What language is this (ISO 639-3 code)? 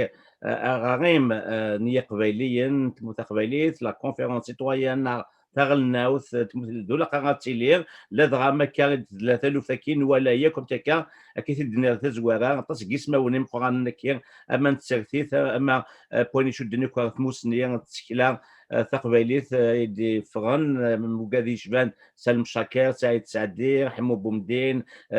kab